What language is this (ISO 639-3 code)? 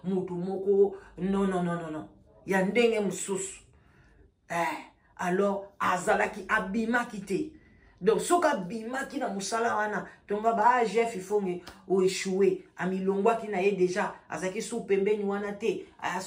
lin